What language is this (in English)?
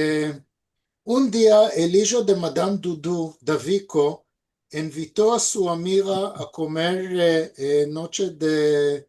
Ladino